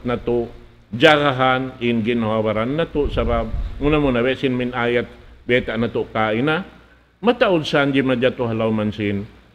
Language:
Tausug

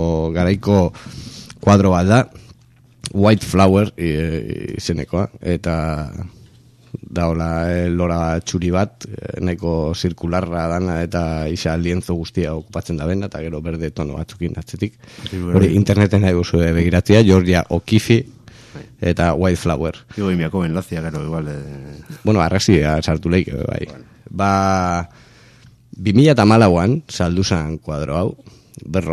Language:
Basque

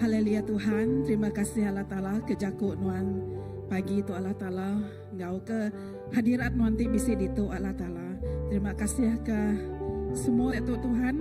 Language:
Iban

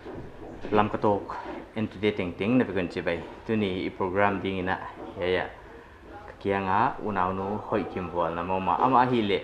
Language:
Paite Chin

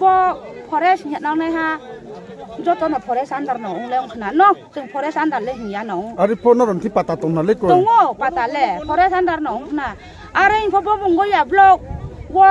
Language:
Riang (India)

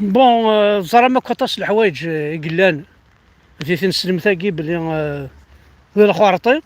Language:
Kabyle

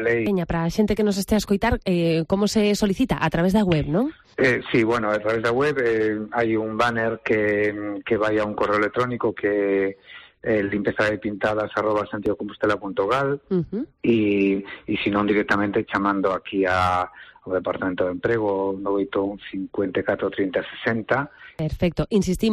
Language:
Galician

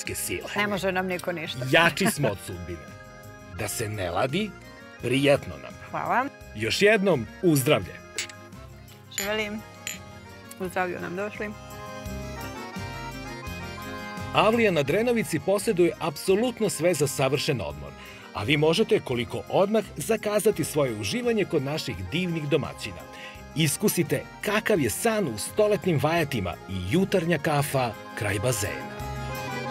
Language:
Serbian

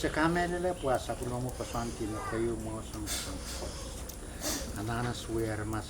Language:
Pohnpeian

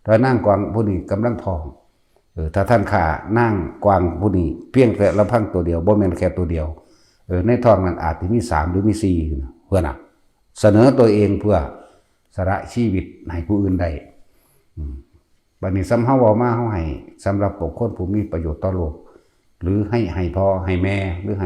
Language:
Northeastern Thai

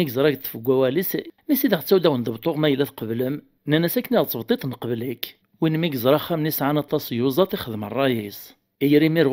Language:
Kabyle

